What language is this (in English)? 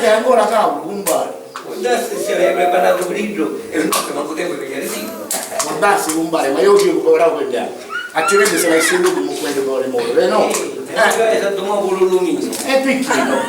Sicilian